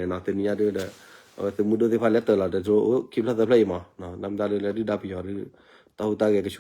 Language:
S'gaw Karen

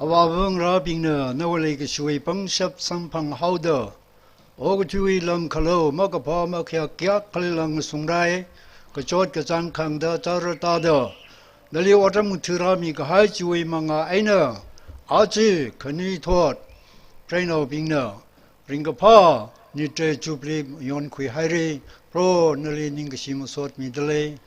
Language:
Tangkhul Naga (India)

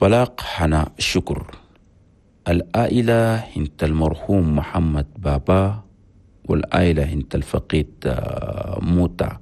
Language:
Chadian Arabic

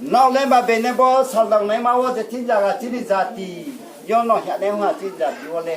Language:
Riang (India)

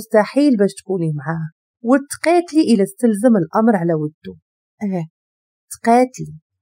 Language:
Moroccan Arabic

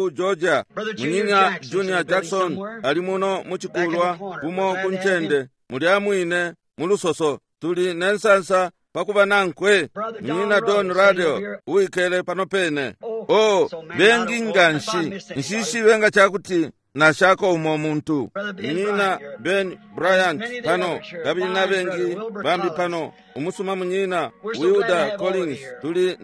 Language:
Bemba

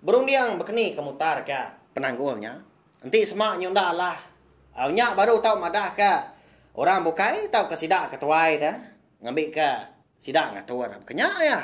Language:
Iban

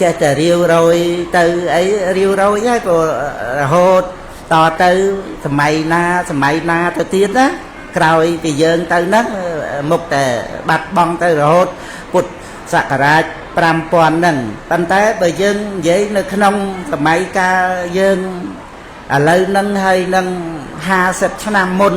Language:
Khmer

